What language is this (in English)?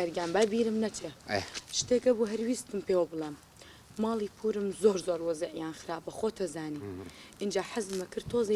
Central Kurdish